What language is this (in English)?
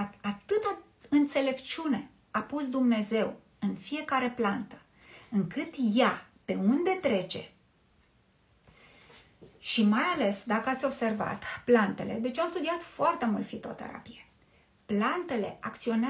Romanian